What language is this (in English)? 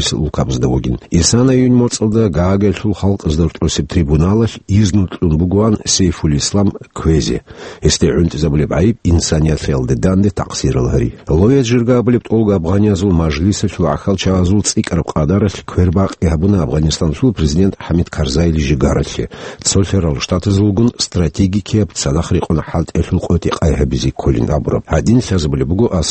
Avaric